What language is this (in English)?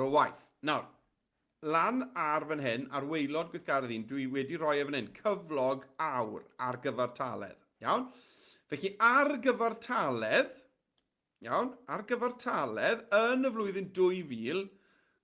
Welsh